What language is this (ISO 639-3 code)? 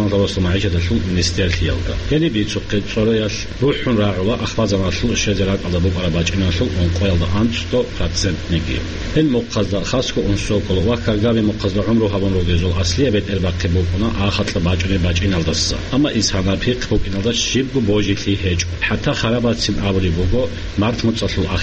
ava